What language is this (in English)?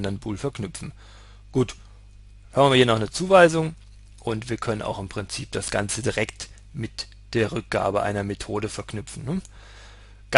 German